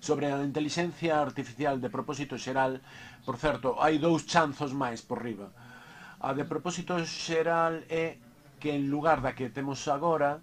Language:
Galician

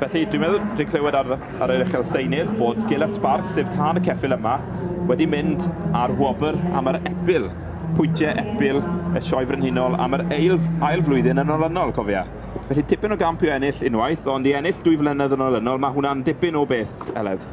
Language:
Welsh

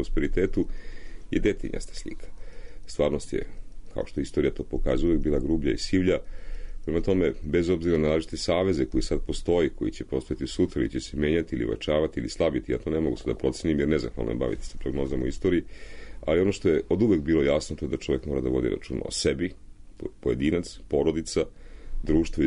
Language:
Serbian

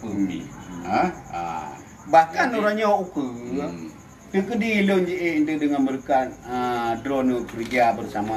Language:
Achinese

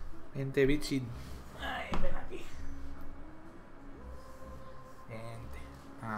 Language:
Spanish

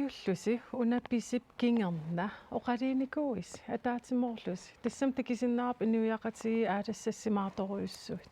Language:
Kalaallisut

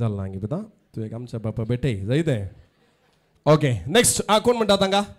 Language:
Konkani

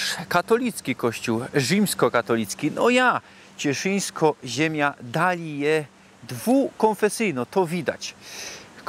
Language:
Silesian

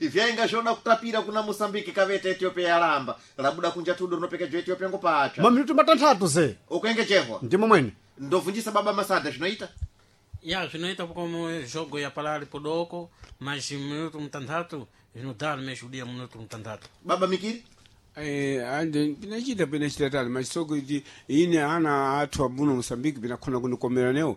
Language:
Sena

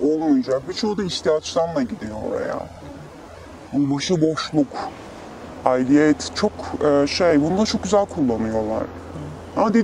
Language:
Turkish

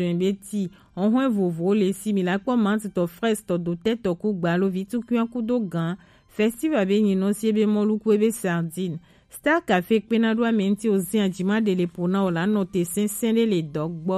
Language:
Gen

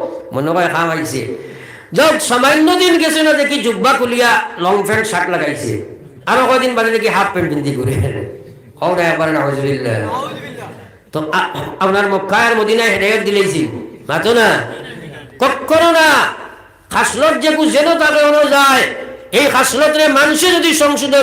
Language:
Sylheti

